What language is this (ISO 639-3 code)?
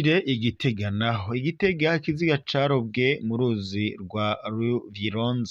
run